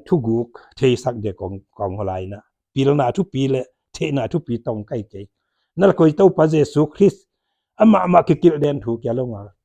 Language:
Paite Chin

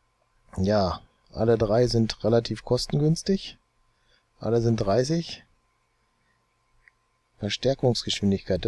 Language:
German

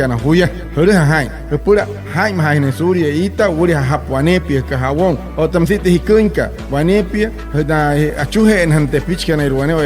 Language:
Wayuu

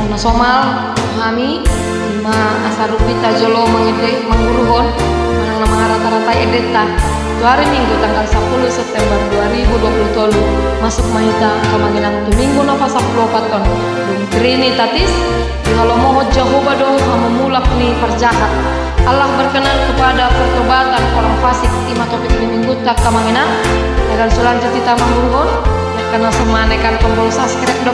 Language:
Batak Toba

